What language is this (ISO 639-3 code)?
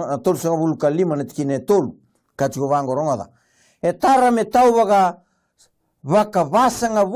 fij